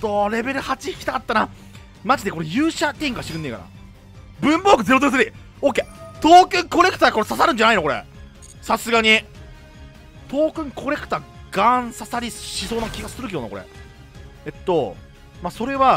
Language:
Japanese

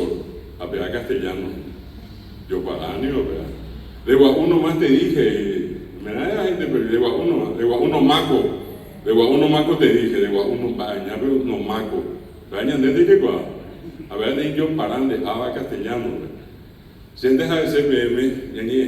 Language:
Guarani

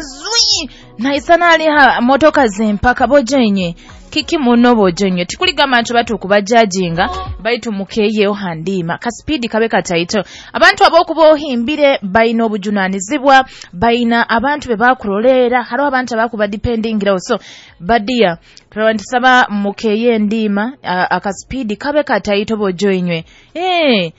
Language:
Nyoro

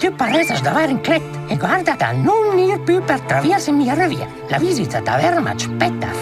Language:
Romansh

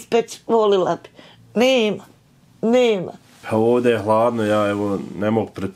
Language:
Bosnian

